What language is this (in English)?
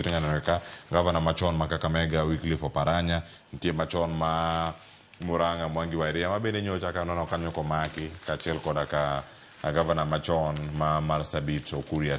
Luo (Kenya and Tanzania)